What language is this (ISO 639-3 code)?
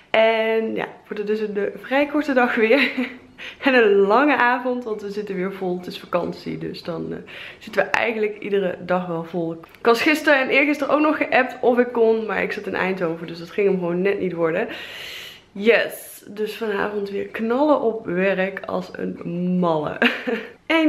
nld